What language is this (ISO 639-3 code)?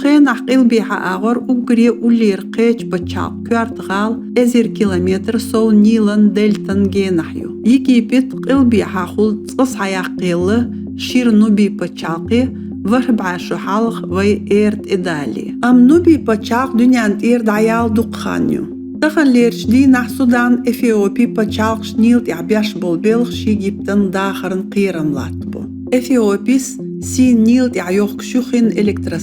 che